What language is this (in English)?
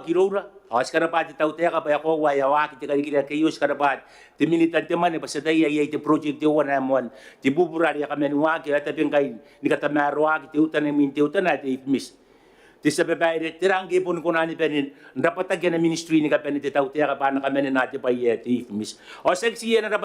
Gilbertese